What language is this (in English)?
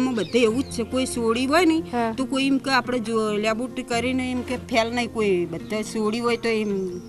Gujarati